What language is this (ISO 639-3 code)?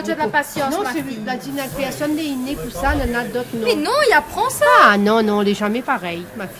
rcf